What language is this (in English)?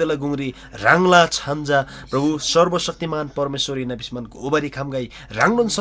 Eastern Tamang